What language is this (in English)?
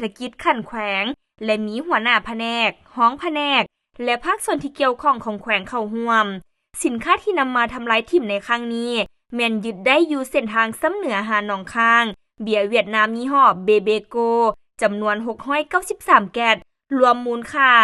Lao